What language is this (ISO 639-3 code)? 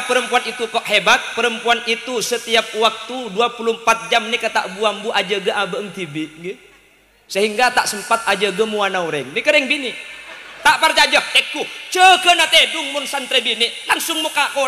mad